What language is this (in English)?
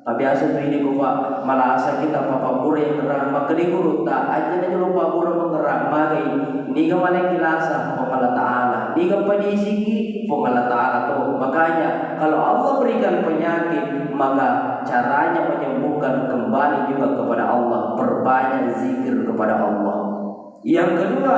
Buginese